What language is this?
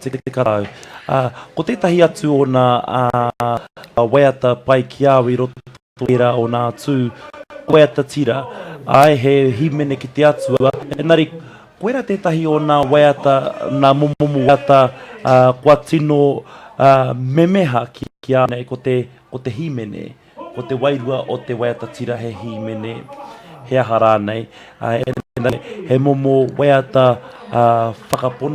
Māori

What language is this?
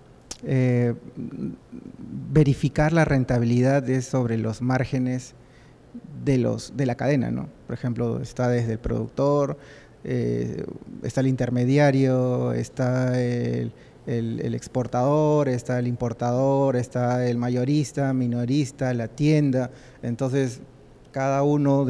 Spanish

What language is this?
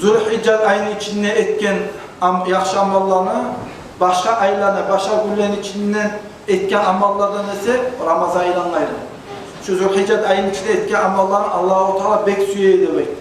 Kumyk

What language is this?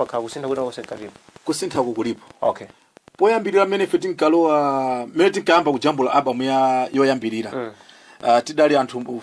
Nyanja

